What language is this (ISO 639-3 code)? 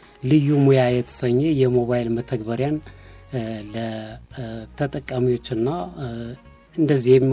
amh